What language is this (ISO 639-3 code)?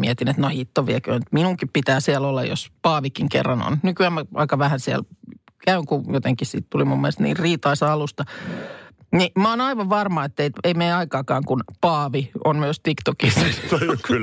fin